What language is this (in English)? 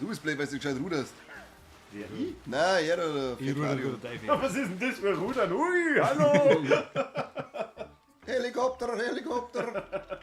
Bavarian